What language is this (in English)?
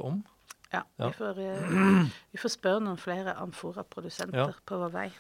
Norwegian